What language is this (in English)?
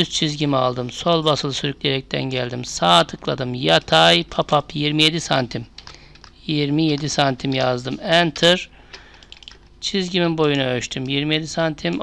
Turkish